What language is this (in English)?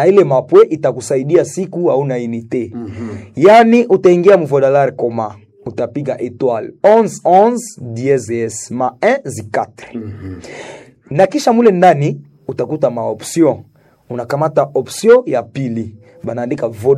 Swahili